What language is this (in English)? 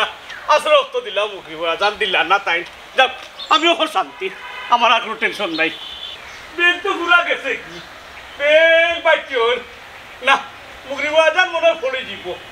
Sylheti